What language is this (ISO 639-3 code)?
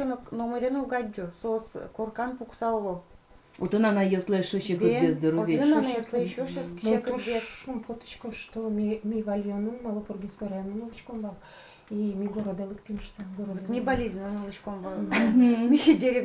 udm